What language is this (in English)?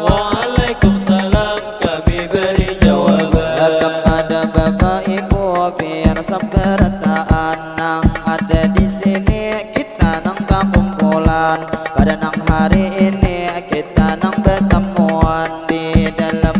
Banjar